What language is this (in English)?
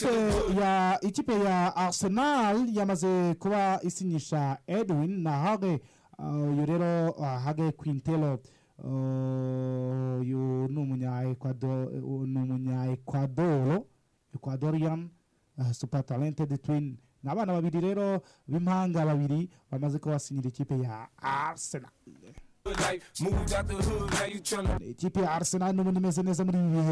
Kinyarwanda